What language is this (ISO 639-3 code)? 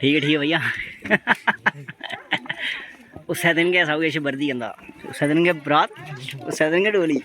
doi